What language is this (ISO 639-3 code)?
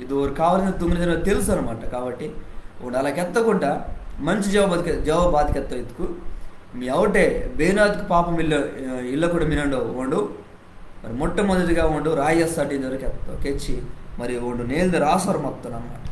kff